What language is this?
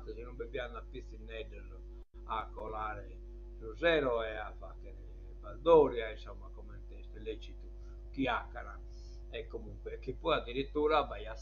Sardinian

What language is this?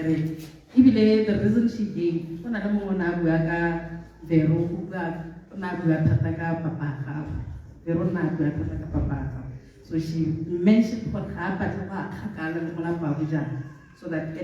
Tswana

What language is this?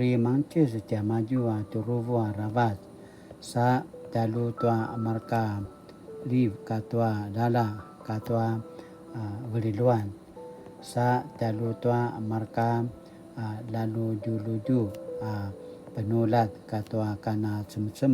Paiwan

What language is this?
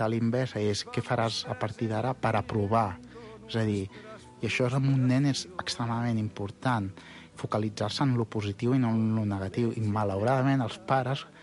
Catalan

